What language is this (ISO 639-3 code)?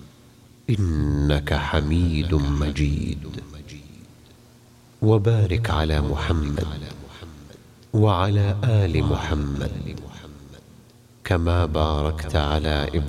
ara